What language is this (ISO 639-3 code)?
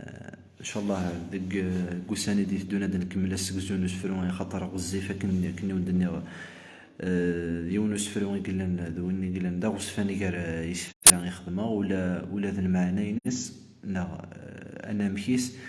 kab